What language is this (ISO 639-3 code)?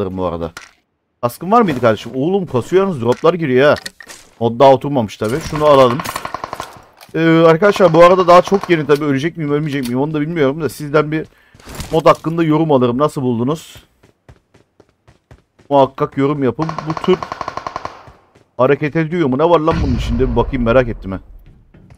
tur